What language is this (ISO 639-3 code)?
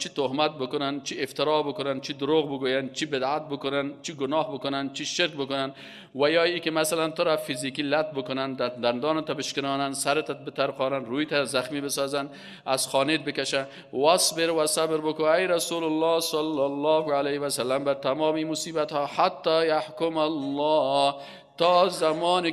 fas